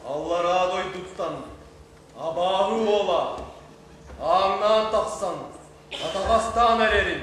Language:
Yakut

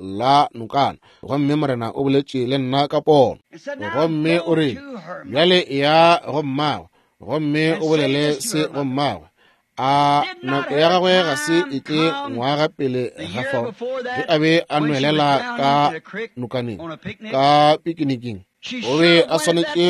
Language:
Northern Sotho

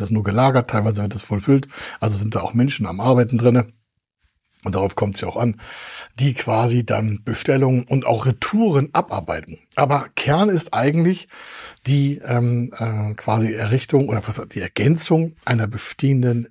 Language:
German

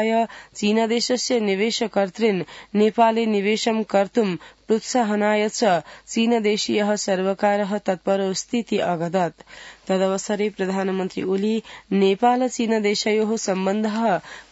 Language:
Sanskrit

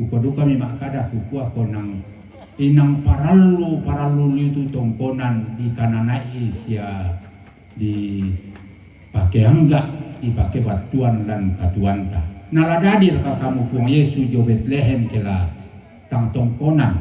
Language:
Toraja-Sa'dan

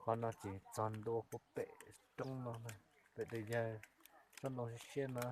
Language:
Hmong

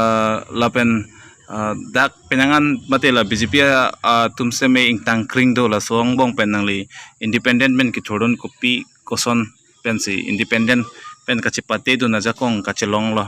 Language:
Karbi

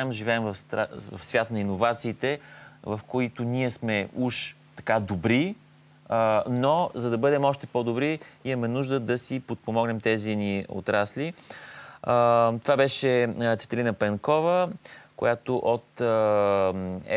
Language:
Bulgarian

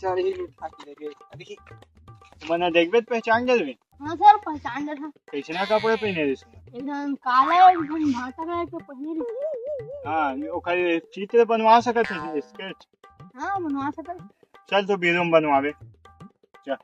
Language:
Chhattisgarhi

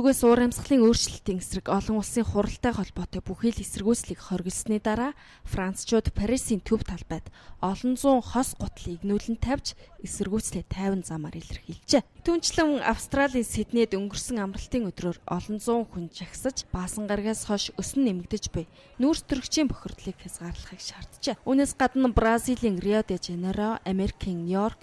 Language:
Mongolian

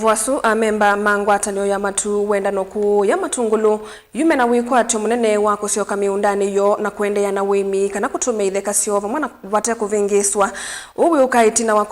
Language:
Kamba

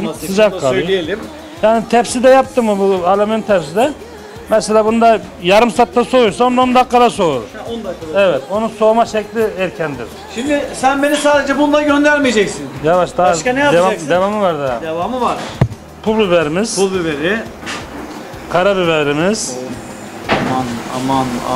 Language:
Turkish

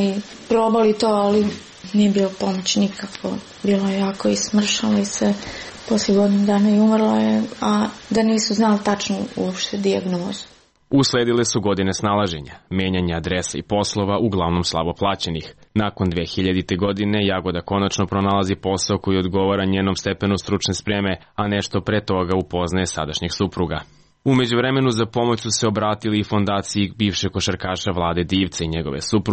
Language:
Serbian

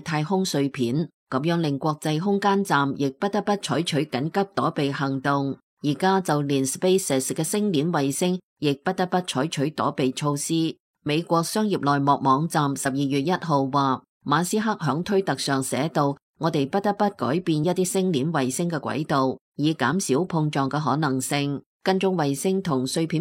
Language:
Cantonese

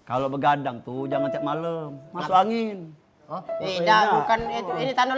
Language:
Musi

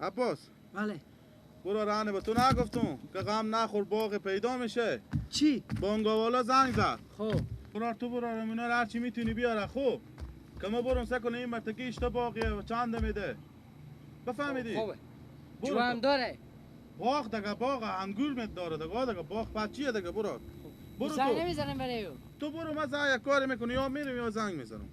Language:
Persian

